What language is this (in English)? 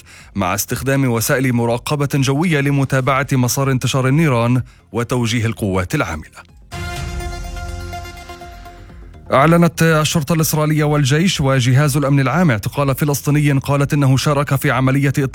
Arabic